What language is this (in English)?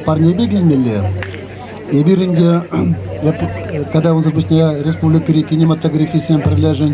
Chuvash